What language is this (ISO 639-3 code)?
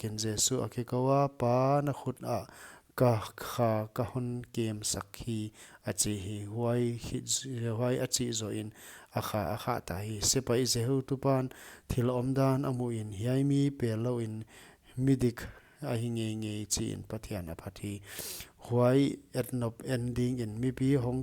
pck